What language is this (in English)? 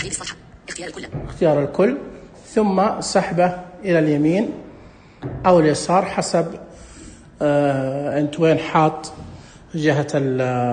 Najdi Arabic